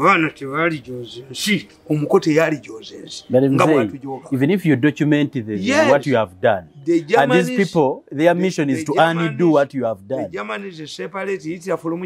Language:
English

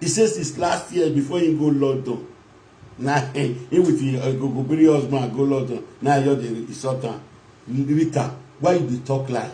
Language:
Nigerian Pidgin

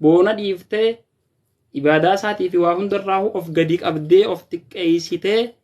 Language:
Oromo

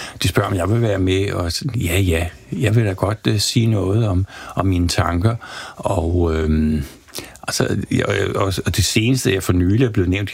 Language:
Danish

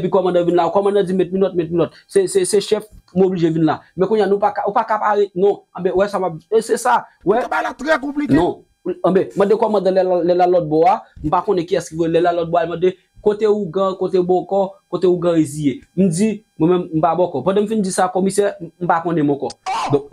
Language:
Haitian Creole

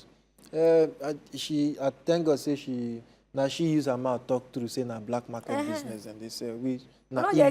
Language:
Nigerian Pidgin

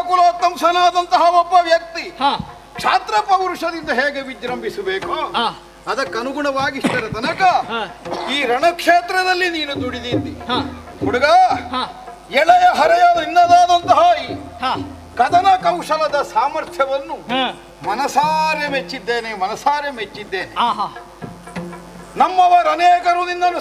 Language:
Kannada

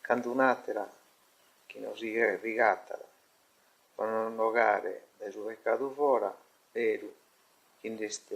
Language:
Sardinian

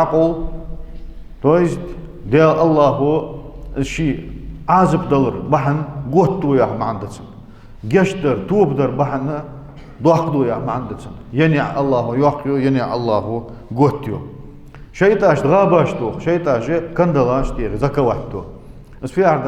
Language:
Ingush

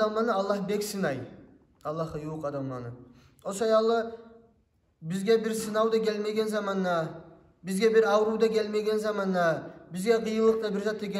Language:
Kumyk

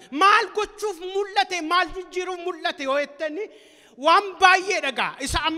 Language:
Oromo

